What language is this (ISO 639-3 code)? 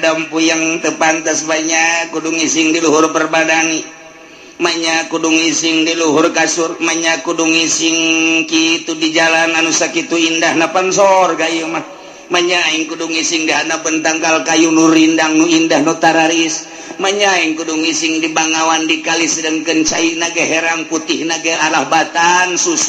sun